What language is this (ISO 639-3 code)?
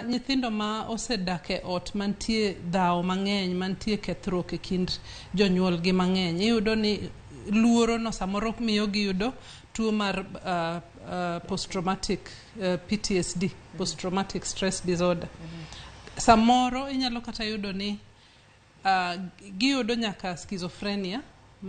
luo